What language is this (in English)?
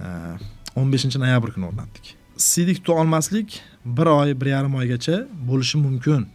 Uzbek